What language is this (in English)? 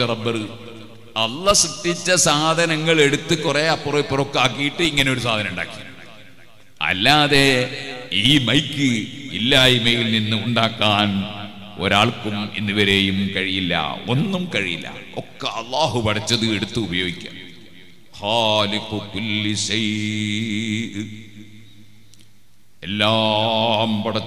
Malayalam